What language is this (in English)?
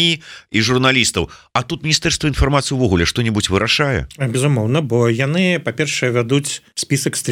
Belarusian